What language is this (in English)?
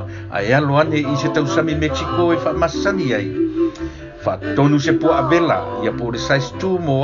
Samoan